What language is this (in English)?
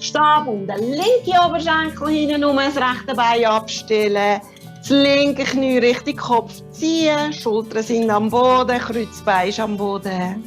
Swiss German